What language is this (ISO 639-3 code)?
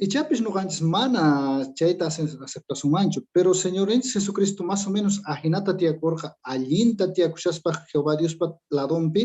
que